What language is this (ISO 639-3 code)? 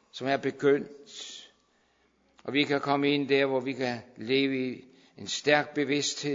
dan